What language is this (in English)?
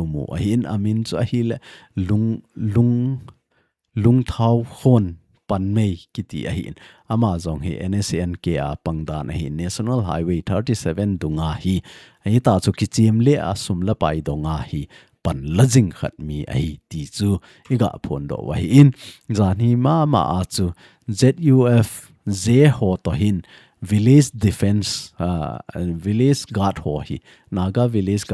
Thado Chin